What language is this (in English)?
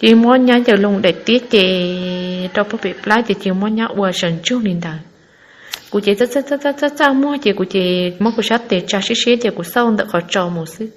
Hmong